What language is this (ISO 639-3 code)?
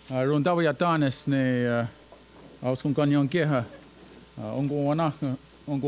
moh